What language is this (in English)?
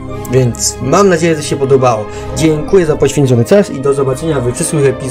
Polish